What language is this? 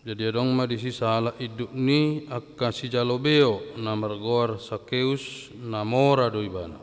Batak Toba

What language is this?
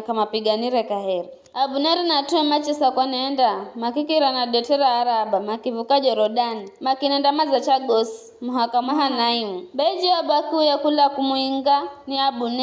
Giryama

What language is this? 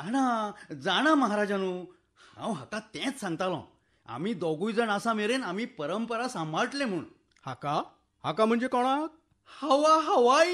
Konkani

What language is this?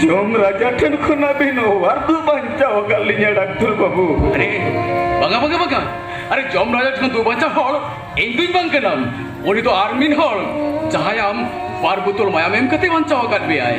Santali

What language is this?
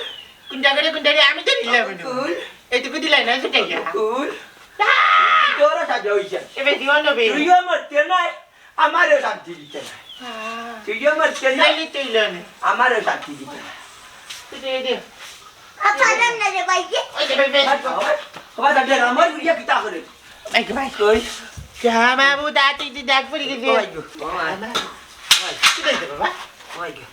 Sylheti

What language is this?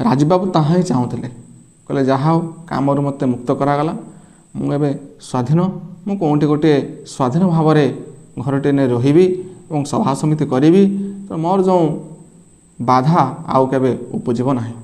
Odia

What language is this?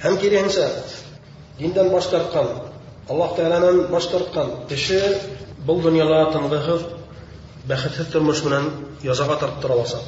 Bashkir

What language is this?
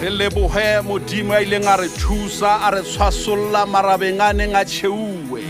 Southern Sotho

